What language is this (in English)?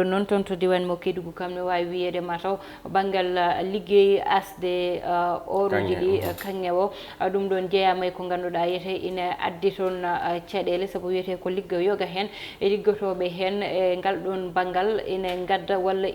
Fula